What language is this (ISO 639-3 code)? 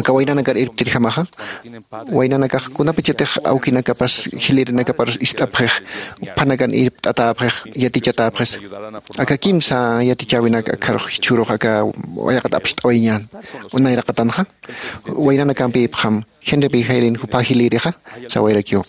aym